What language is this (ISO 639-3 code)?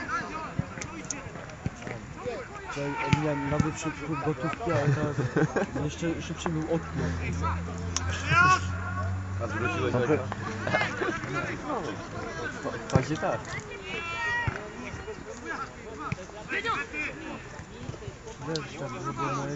pol